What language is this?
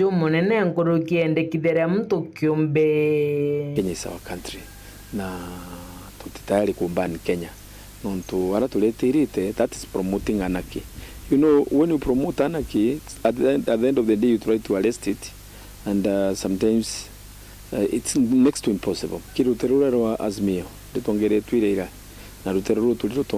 Meru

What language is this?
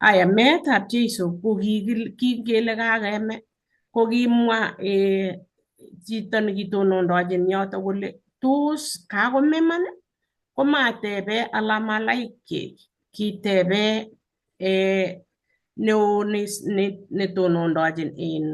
Kalenjin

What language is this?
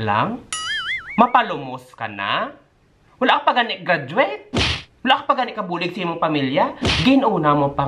Hiligaynon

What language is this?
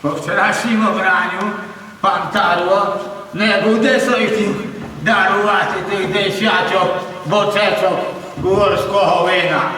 Rusyn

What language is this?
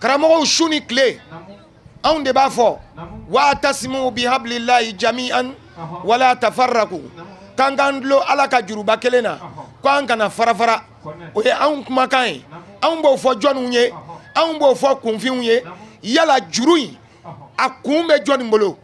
Bambara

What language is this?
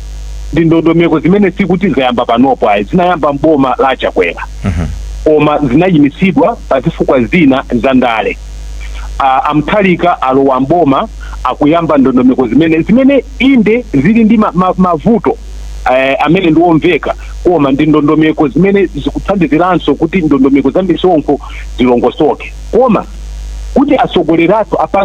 Nyanja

